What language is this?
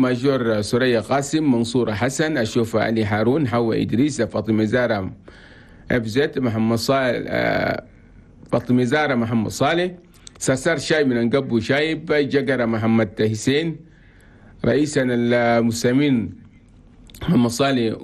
Chadian Arabic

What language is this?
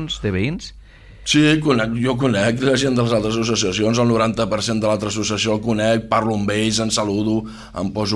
Catalan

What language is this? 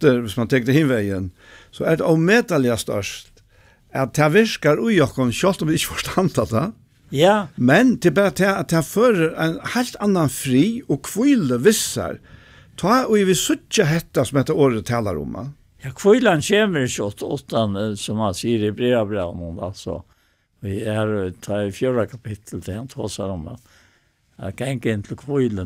Faroese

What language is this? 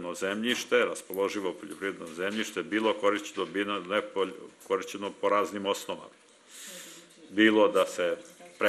Serbian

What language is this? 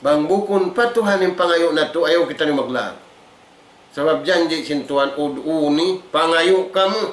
Tausug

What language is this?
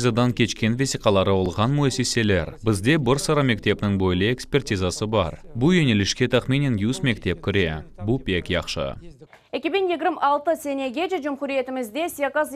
Crimean Tatar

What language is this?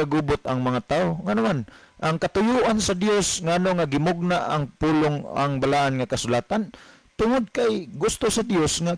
Cebuano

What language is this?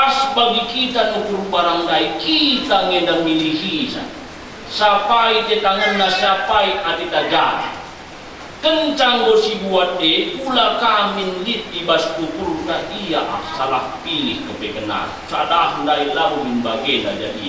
Batak Karo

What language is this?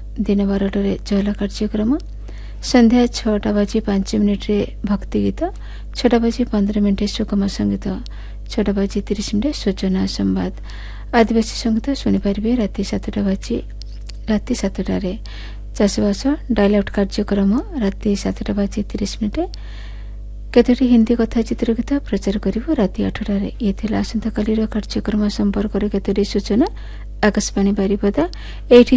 Odia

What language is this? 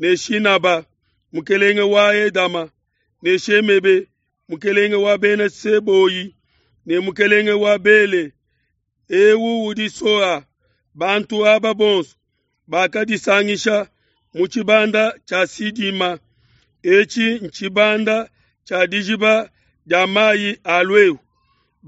Luba-Lulua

